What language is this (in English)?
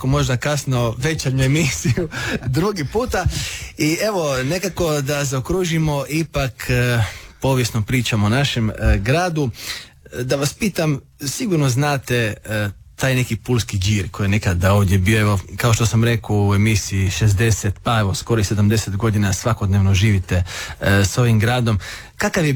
Croatian